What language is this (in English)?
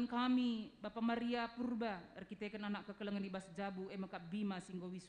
Batak Karo